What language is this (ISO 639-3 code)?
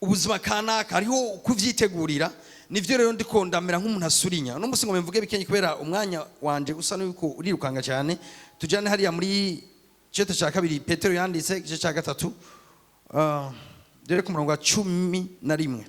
run